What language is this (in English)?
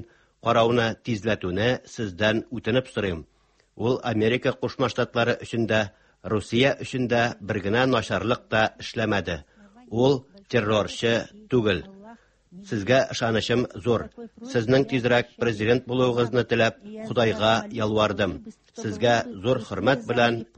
Tatar